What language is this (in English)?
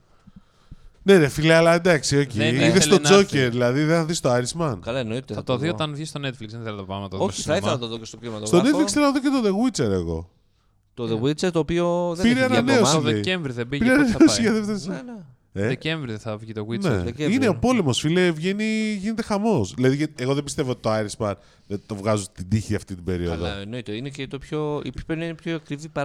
Greek